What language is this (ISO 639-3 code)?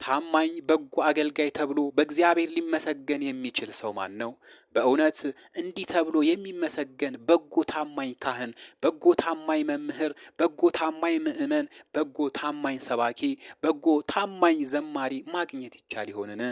amh